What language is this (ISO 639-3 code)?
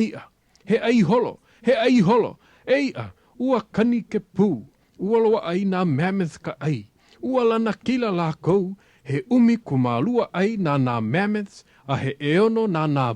haw